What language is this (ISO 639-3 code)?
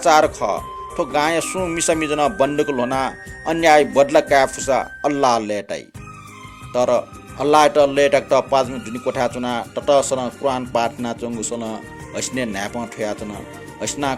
new